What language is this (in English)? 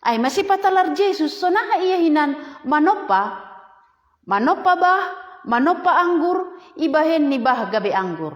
Batak Simalungun